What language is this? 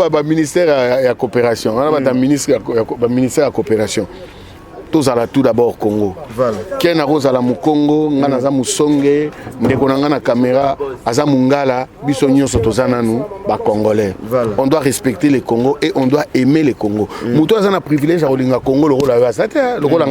Lingala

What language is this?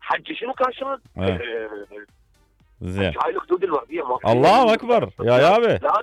Mesopotamian Arabic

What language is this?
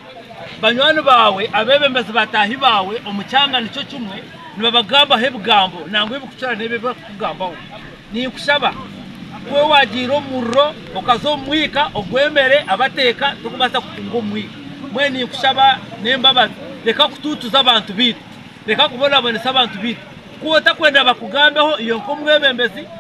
Nyankole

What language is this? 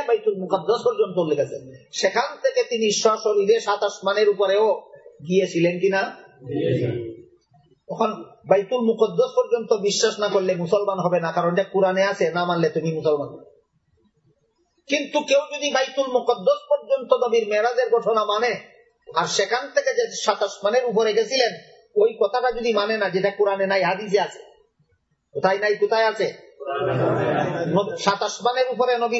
Bangla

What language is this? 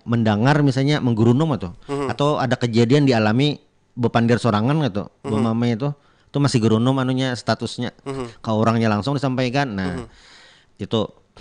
Banjar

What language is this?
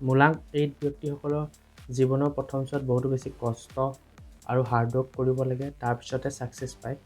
Assamese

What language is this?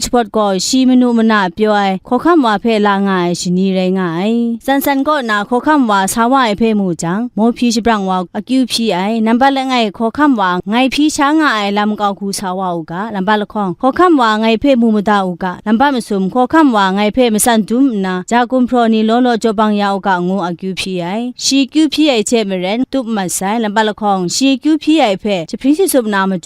Kachin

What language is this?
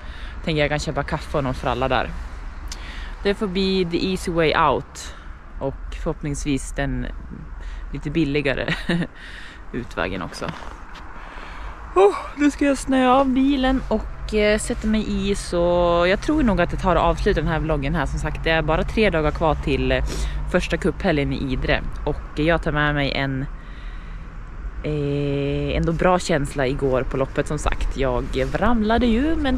Swedish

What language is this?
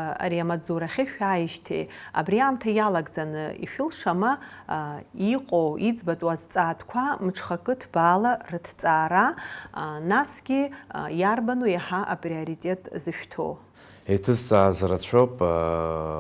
Abkhazian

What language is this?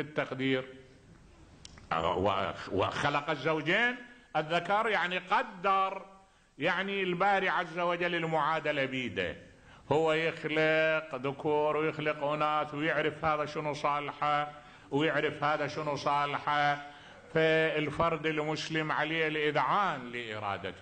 Arabic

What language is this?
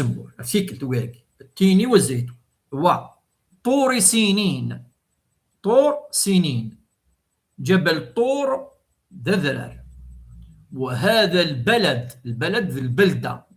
Kabyle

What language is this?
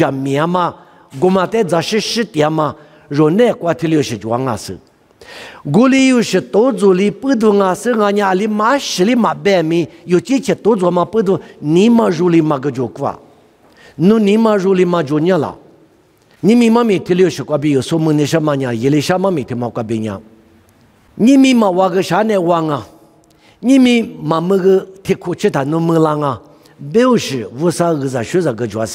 Lisu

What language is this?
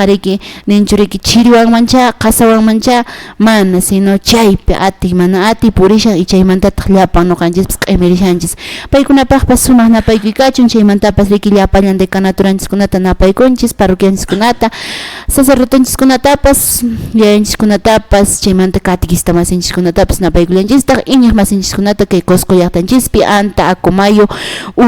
Quechua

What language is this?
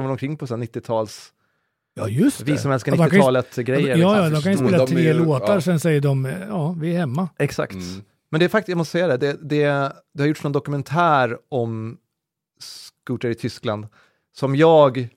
Swedish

